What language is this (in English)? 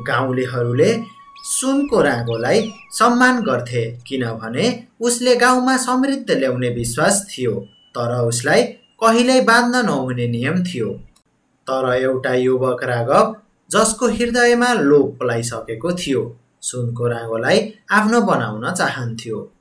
Nepali